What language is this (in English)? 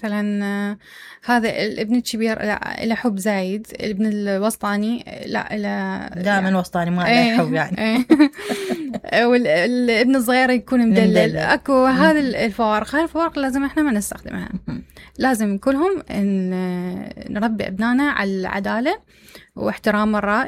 Mesopotamian Arabic